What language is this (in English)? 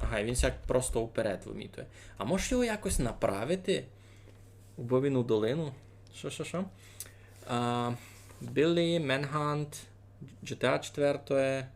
Rusyn